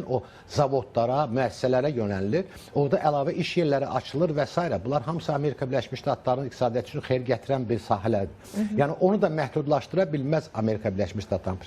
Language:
Azerbaijani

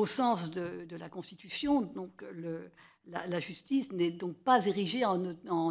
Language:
French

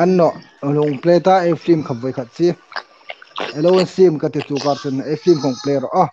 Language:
Hmar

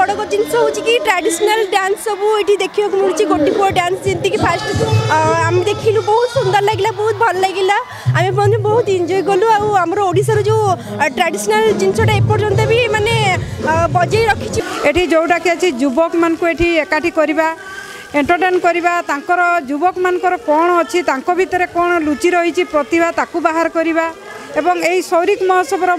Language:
Odia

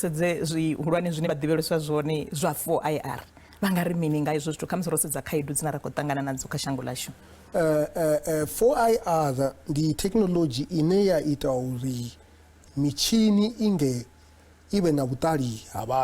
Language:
Venda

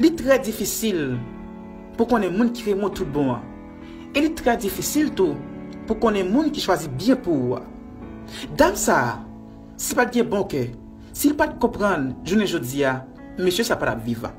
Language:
Haitian Creole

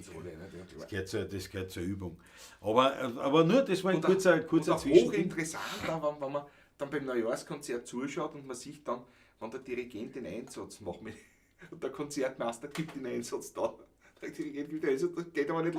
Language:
Bavarian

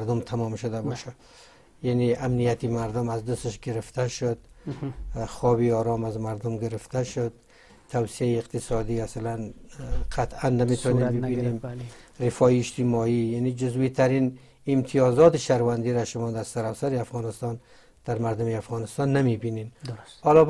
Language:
Persian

